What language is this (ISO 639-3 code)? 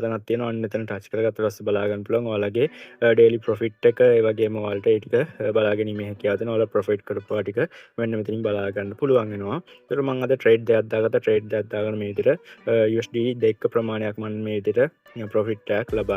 sin